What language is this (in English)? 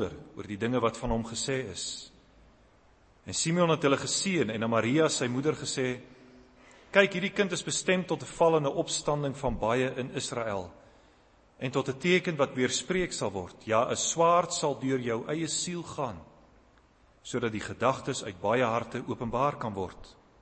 Afrikaans